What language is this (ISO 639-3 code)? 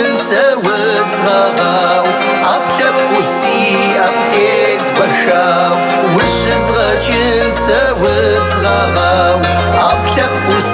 kbd